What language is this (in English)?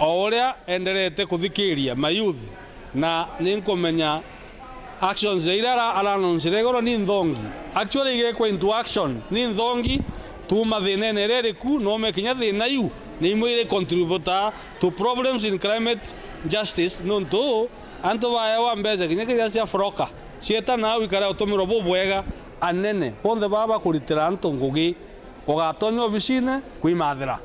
Meru